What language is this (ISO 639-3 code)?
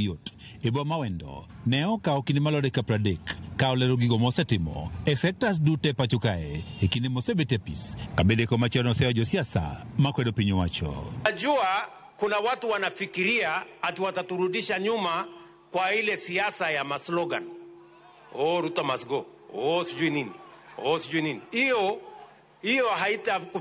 luo